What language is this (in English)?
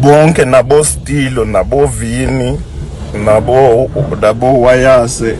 Zulu